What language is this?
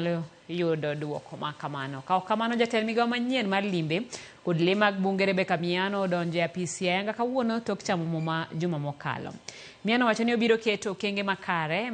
Luo (Kenya and Tanzania)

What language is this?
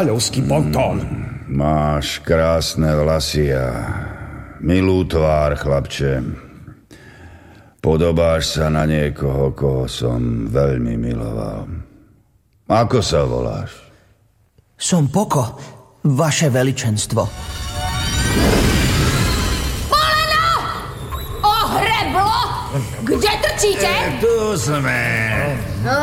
Slovak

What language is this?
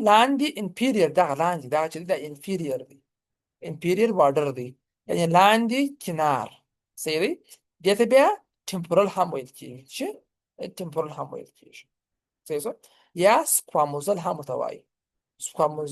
Pashto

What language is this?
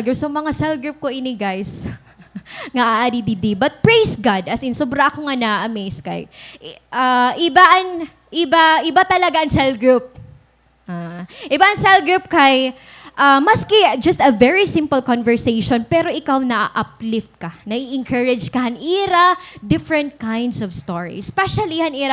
Waray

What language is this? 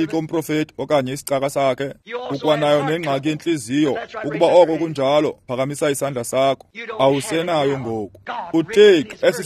Xhosa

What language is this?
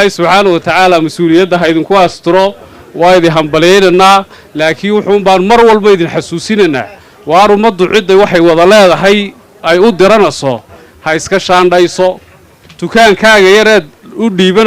Somali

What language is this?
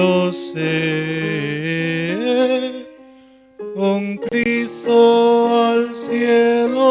Aymara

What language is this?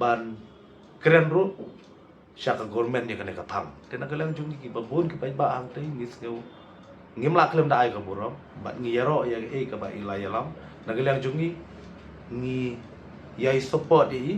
Khasi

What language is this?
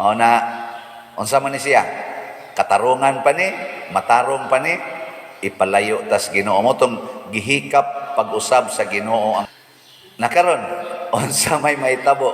Cebuano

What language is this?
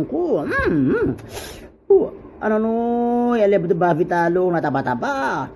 Itawit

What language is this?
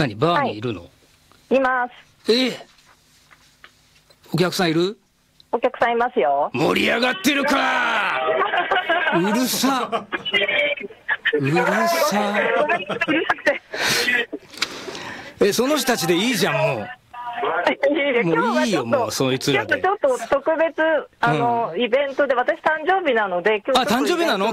Japanese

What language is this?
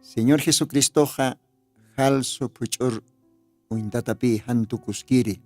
Aymara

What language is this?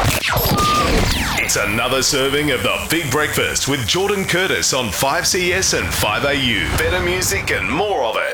English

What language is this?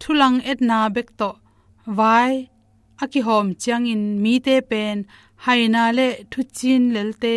Tedim Chin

